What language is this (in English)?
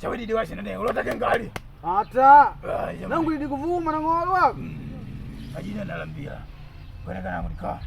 Makonde